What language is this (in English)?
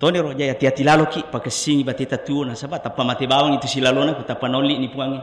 Buginese